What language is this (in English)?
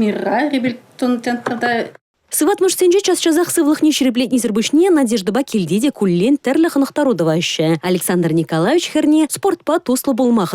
Chuvash